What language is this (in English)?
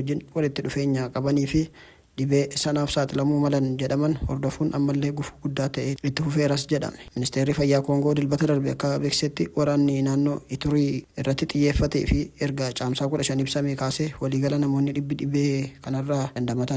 Oromo